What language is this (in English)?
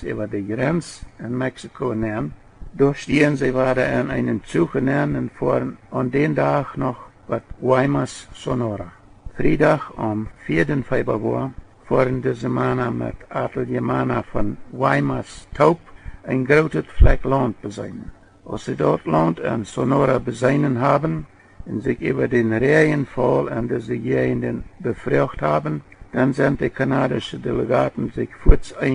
Plautdietsch